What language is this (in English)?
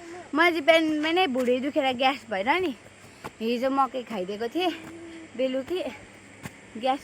Nepali